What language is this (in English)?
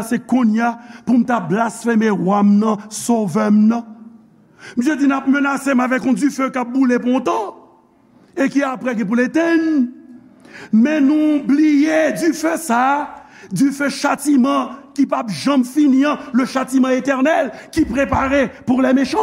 Haitian Creole